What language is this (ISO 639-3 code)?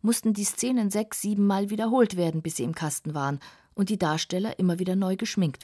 deu